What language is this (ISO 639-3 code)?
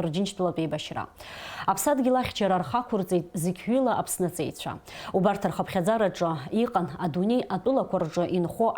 abk